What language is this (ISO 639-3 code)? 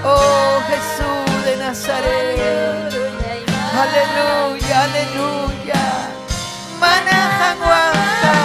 quy